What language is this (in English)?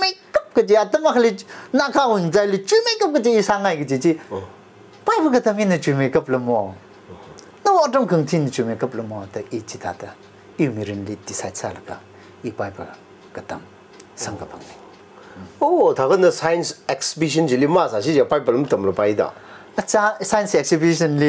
Tangkhul Naga (India)